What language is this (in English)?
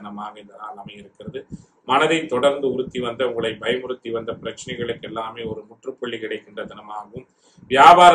Tamil